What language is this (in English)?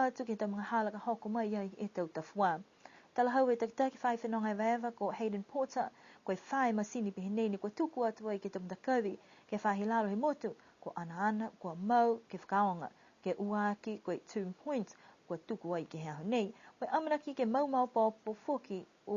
Niuean